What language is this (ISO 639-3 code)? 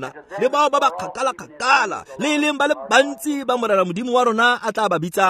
tsn